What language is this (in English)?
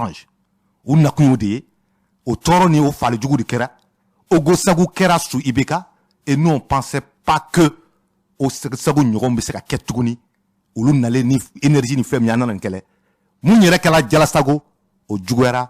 Bambara